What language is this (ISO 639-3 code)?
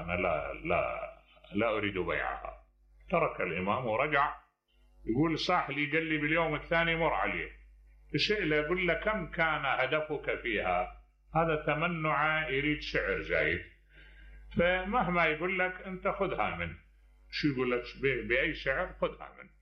acm